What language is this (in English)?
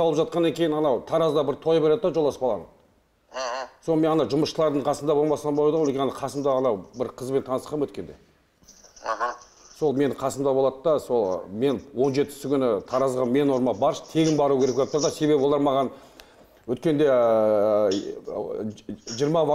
Kazakh